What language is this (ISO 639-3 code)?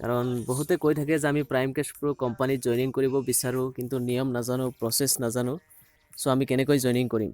asm